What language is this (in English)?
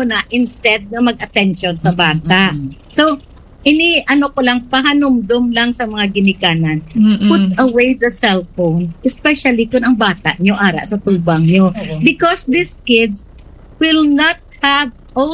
Hiligaynon